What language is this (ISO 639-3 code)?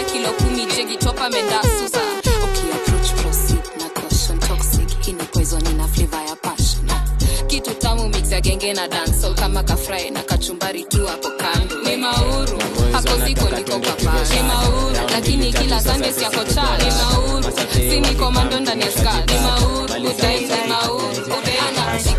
swa